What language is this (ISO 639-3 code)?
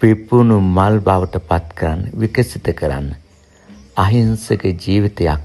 sin